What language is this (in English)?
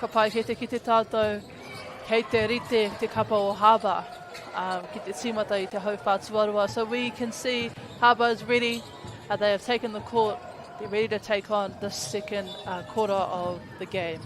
Māori